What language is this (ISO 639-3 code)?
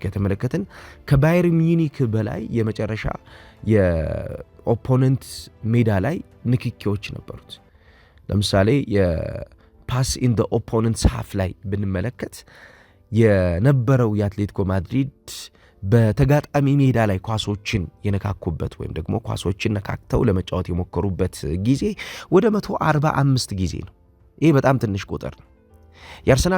amh